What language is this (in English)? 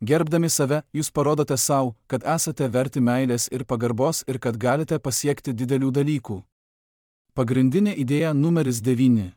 Lithuanian